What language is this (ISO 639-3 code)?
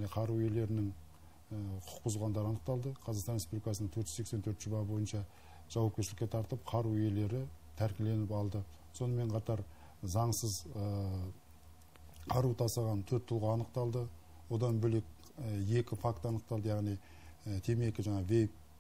kaz